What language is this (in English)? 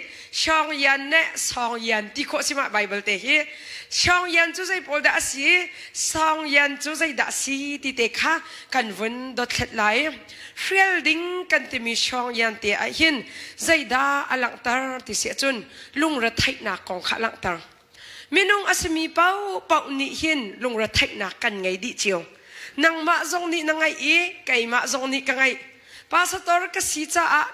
Hakha Chin